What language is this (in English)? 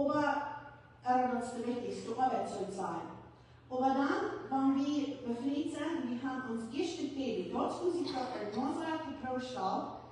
Plautdietsch